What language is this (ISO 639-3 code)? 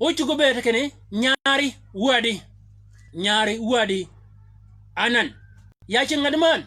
shk